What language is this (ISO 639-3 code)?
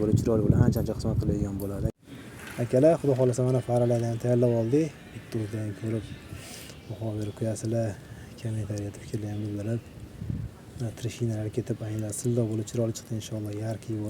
uzb